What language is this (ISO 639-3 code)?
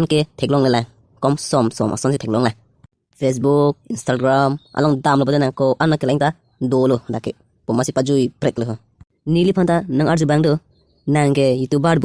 mjw